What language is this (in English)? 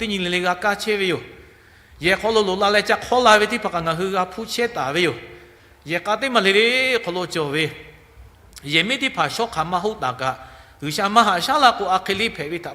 Lahu